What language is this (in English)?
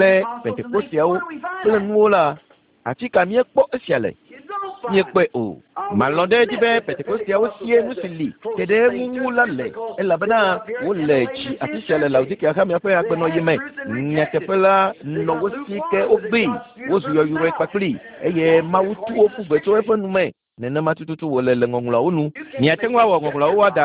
Ewe